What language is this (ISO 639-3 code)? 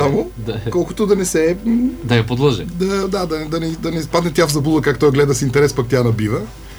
bul